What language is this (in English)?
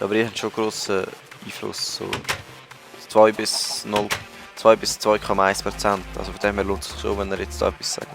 Swiss German